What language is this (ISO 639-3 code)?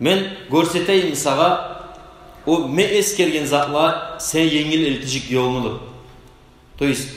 kum